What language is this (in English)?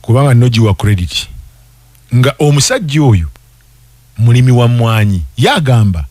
Ganda